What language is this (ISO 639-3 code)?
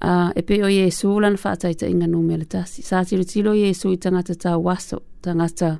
smo